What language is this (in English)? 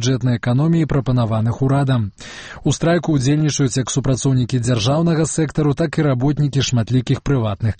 Belarusian